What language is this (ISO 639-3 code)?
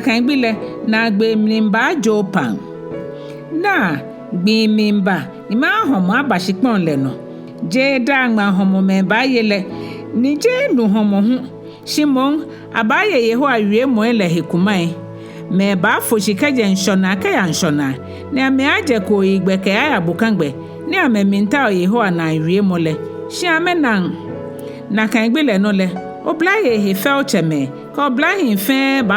gaa